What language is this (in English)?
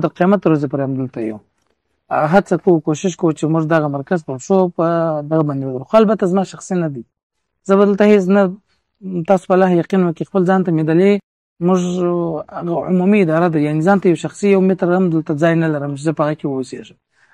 Pashto